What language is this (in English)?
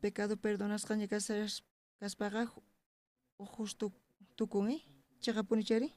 South Bolivian Quechua